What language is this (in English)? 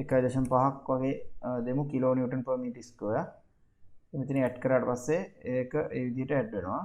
Sinhala